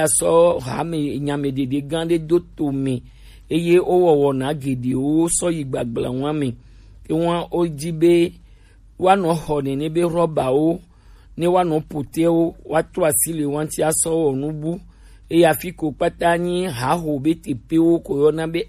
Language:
Gen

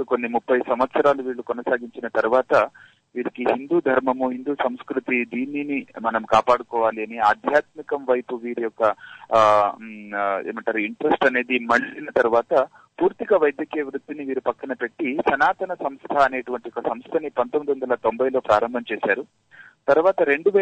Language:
Telugu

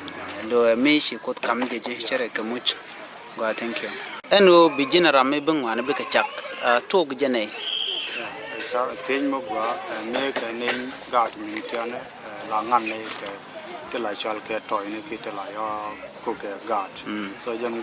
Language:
Nuer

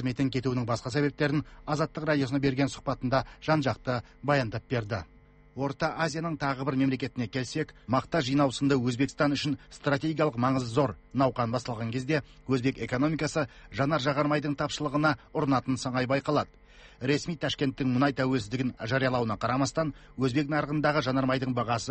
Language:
Kazakh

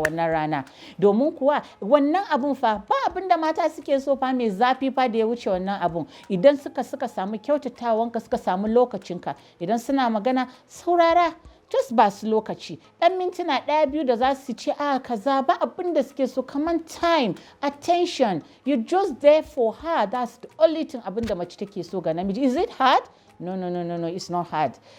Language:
Hausa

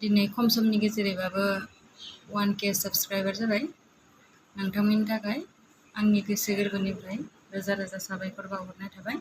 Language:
Bodo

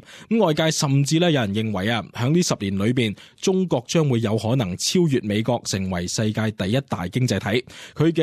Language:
Cantonese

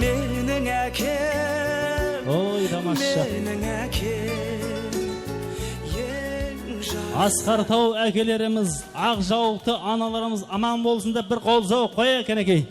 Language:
Kara-Kalpak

